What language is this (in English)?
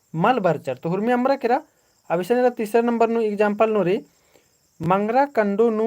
Kurukh